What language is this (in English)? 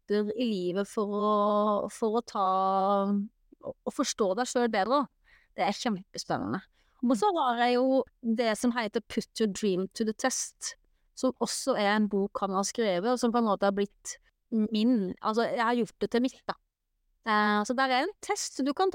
Norwegian